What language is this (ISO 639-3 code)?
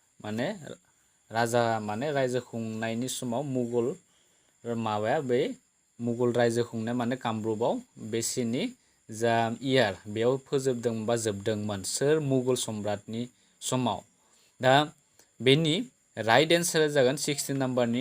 brx